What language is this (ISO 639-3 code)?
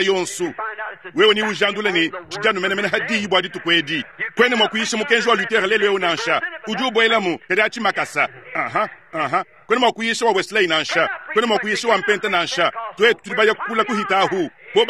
lua